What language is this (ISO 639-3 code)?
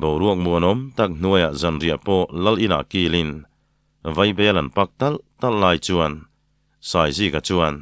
lus